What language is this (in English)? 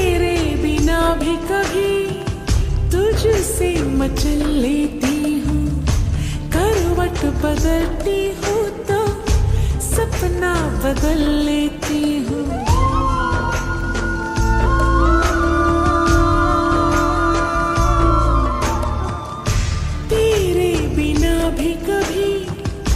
Hindi